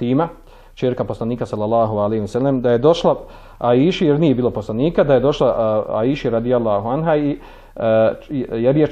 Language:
Bosnian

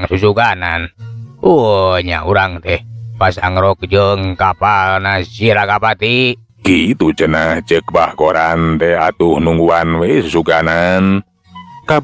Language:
Sundanese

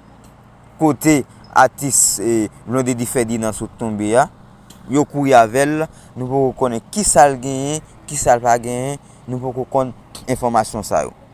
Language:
Haitian Creole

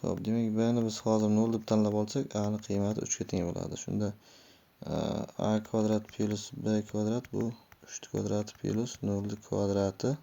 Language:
Uzbek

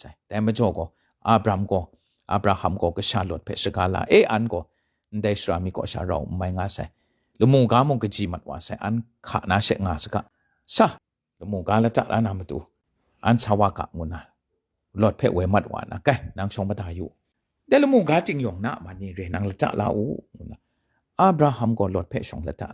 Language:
Kachin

